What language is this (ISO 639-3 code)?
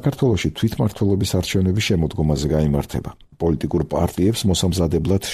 kat